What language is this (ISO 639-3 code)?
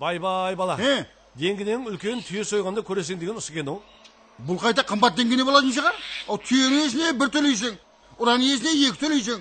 kaa